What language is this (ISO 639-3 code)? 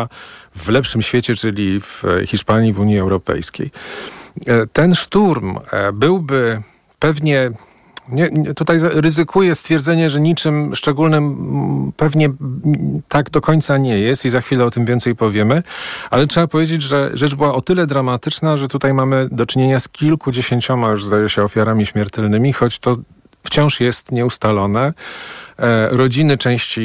pol